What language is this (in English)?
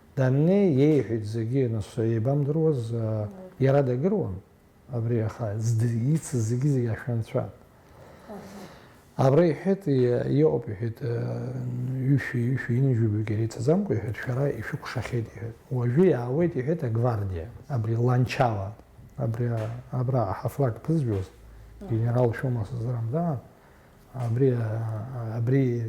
Abkhazian